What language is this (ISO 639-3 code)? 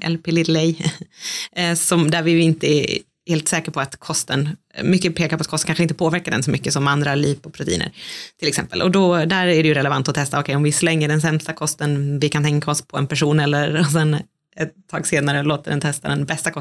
swe